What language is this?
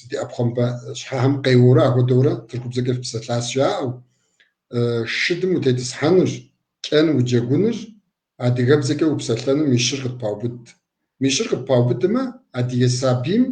Kabardian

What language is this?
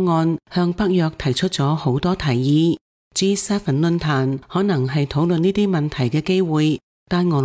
Cantonese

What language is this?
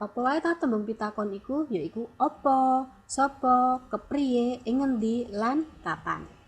Javanese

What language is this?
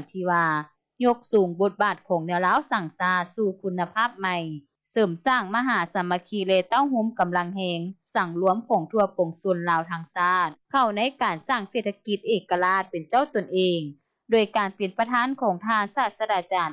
Lao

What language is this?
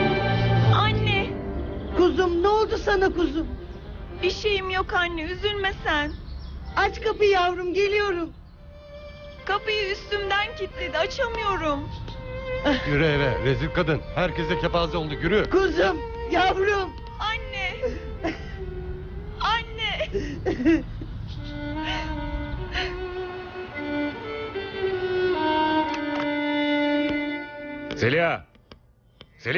Turkish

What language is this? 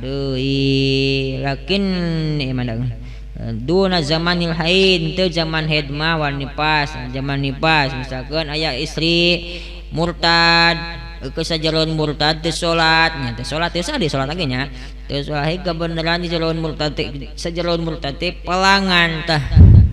Sundanese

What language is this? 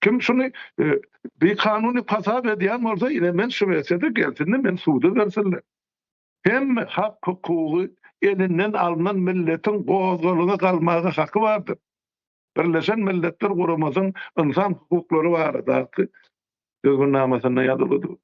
Turkmen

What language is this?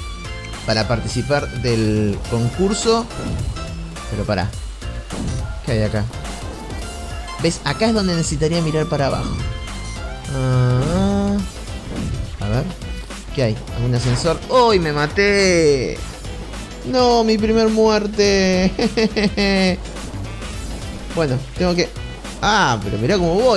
Spanish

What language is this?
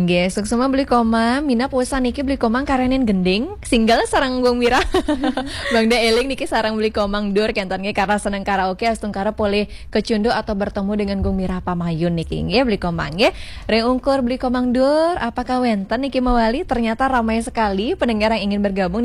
Balinese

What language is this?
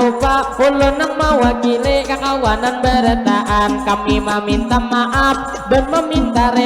Banjar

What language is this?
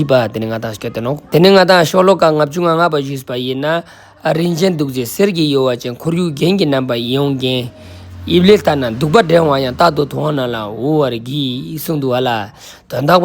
Ladakhi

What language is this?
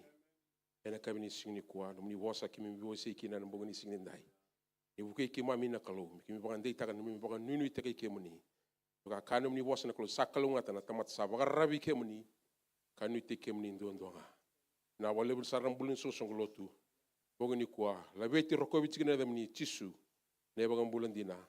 Fijian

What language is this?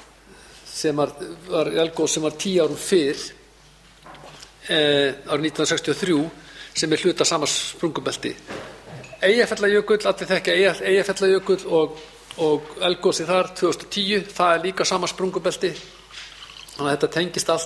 Icelandic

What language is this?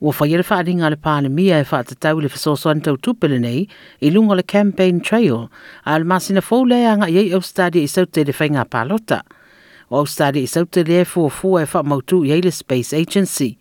Samoan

